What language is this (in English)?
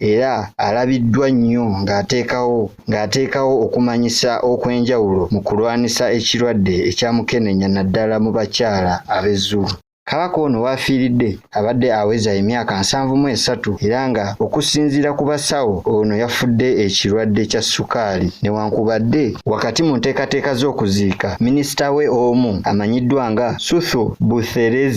Ganda